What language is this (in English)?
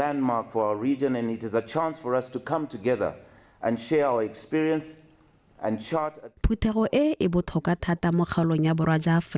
Tswana